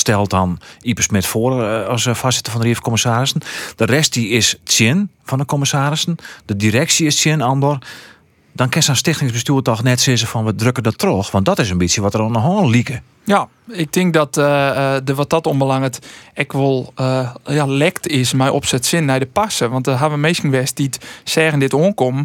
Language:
Western Frisian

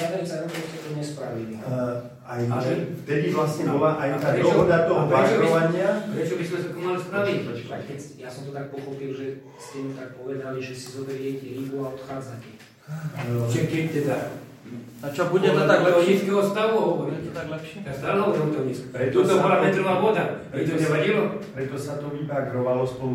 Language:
Slovak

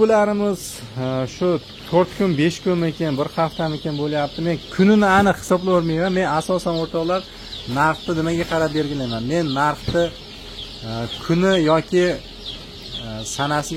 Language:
Uzbek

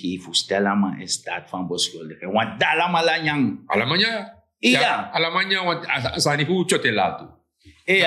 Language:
Sranan Tongo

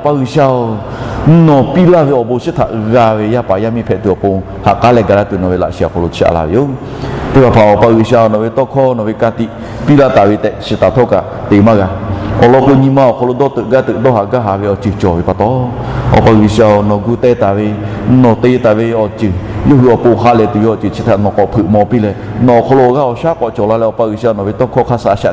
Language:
Lahu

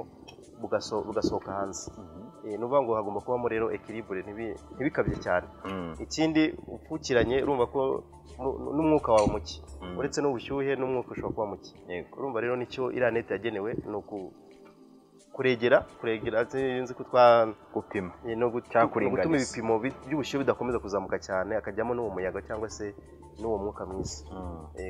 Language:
Kinyarwanda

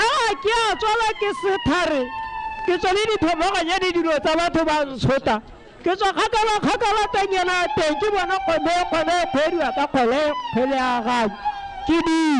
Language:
Tswana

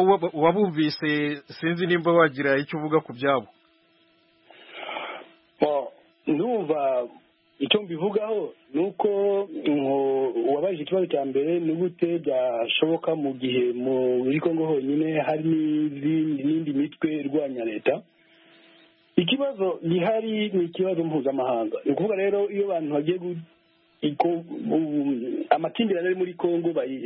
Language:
Kinyarwanda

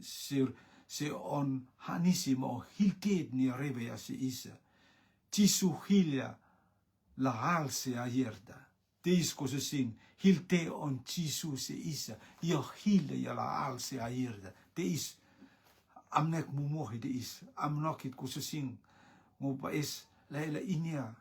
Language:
Rotuman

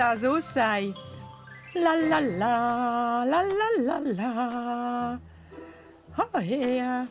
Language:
Romansh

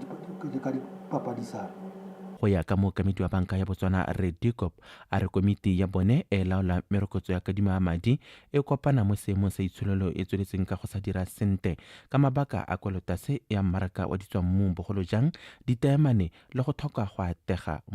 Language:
Tswana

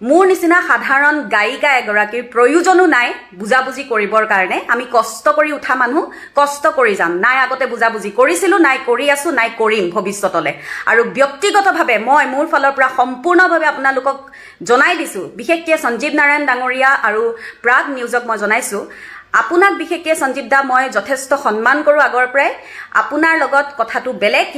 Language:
Assamese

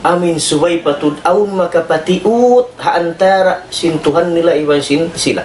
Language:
Tausug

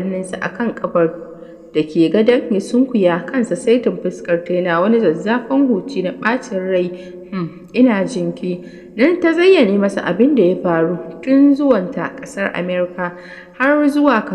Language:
Hausa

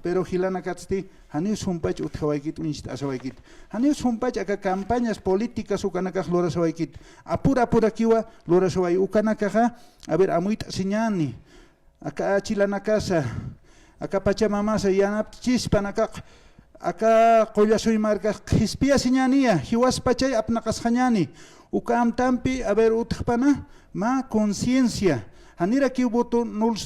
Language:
Aymara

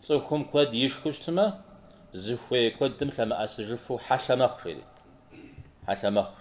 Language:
Kabardian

